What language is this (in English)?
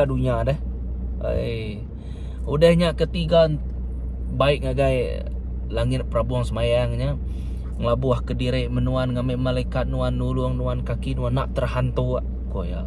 Iban